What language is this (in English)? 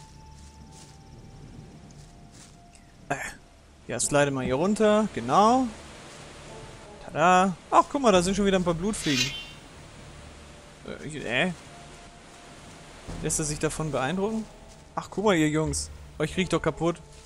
German